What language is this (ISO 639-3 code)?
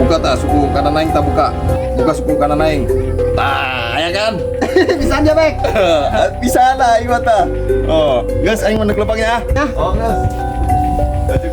sun